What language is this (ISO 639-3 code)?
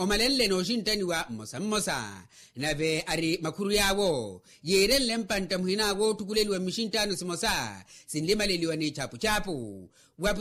vmw